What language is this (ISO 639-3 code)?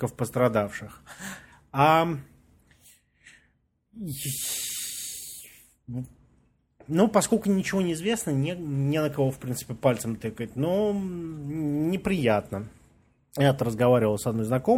rus